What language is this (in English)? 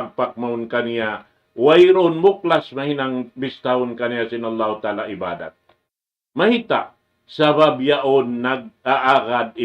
Tausug